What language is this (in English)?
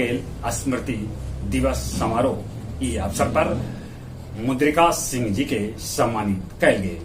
Magahi